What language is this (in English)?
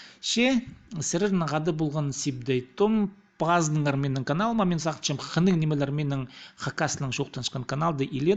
Khakas